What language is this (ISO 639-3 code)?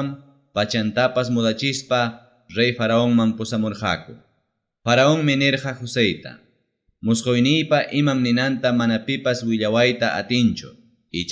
quy